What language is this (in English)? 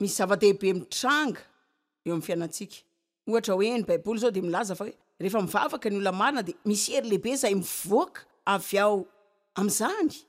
Malagasy